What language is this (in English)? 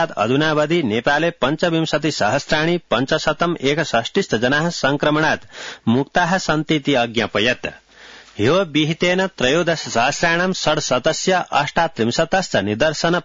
Sanskrit